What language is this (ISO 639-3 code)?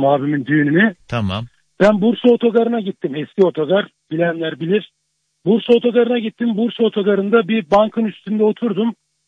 tur